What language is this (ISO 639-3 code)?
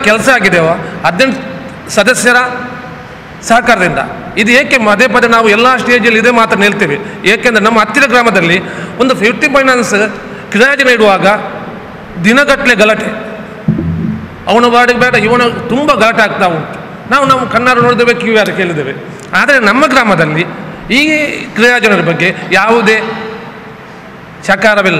kan